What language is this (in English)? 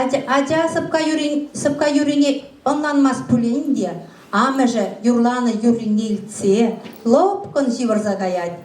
Chuvash